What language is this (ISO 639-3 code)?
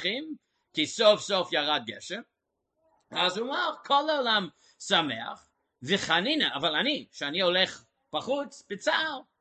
heb